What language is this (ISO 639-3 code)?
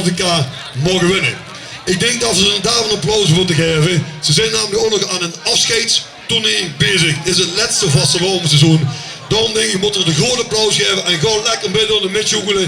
lim